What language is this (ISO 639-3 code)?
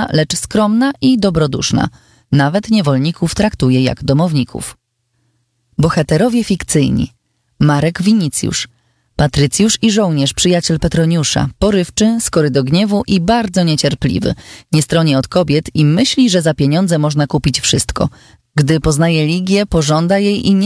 pol